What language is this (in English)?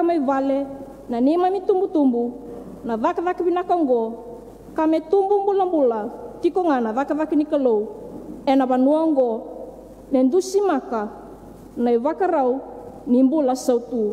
Fijian